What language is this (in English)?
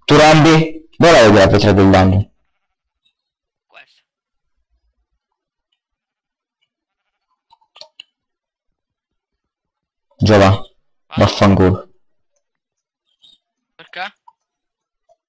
Italian